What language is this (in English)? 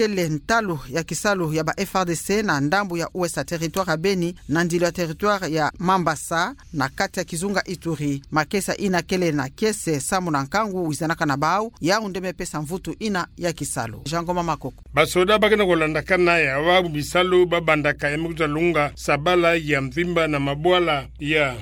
Kituba (Democratic Republic of Congo)